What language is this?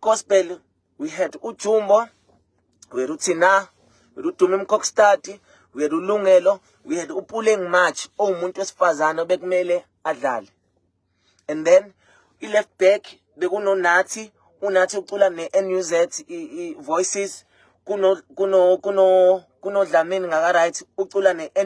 Zulu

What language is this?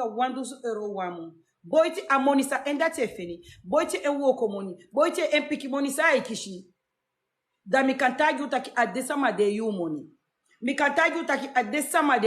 Sranan Tongo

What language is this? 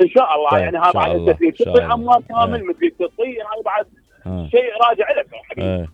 Mesopotamian Arabic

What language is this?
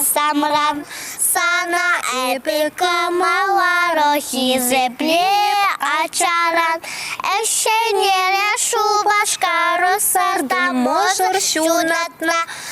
Chuvash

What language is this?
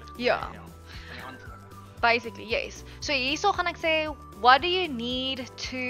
Afrikaans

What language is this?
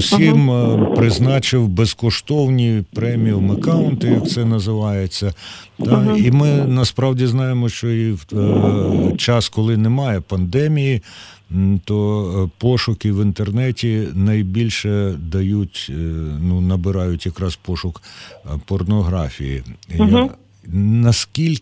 Ukrainian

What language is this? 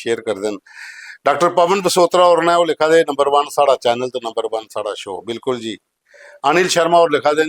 Dogri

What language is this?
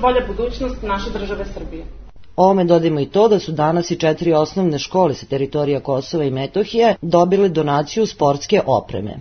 Serbian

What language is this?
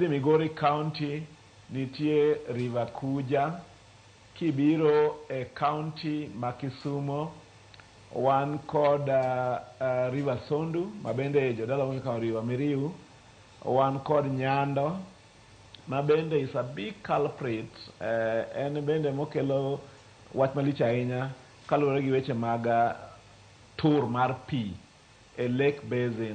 Luo (Kenya and Tanzania)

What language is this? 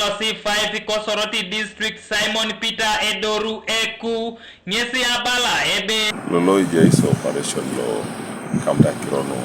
Teso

